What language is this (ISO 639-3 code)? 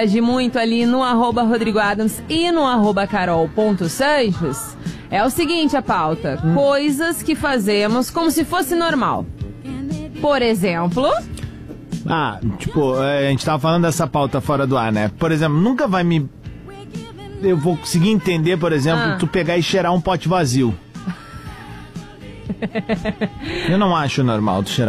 por